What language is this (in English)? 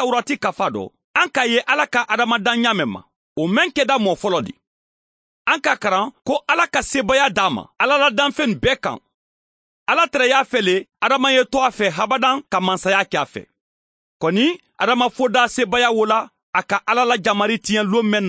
Mandingo